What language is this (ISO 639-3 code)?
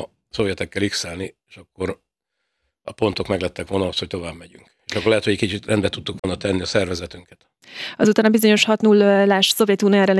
hun